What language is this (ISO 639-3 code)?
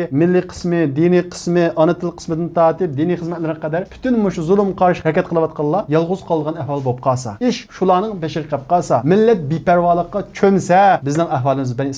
uig